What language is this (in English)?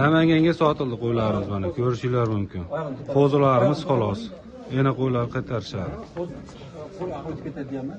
Uzbek